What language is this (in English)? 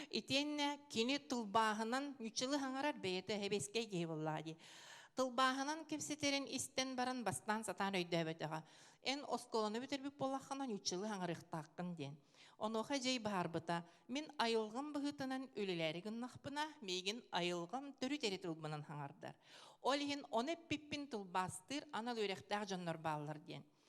Yakut